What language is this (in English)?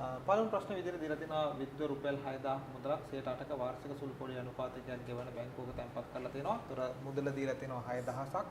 Sinhala